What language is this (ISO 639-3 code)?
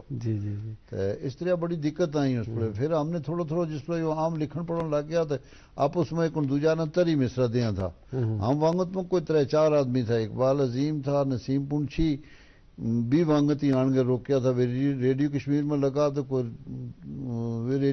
gju